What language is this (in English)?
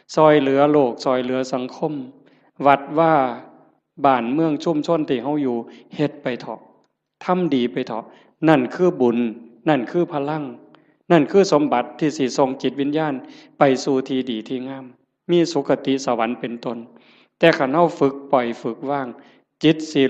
Northeastern Thai